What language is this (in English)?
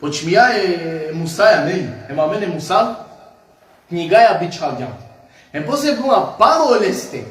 Balkan Romani